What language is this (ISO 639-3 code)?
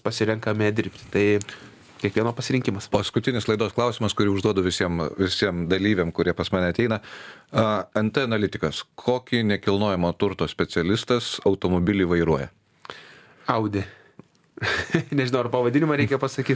lit